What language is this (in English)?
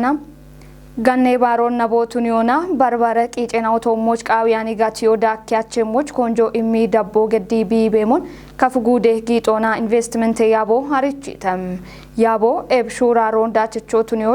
Kafa